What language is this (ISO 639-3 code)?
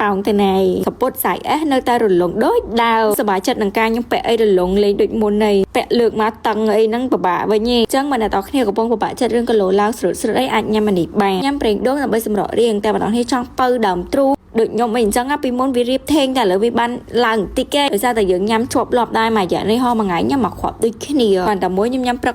khm